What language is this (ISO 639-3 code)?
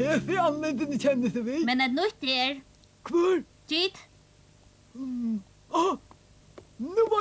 fao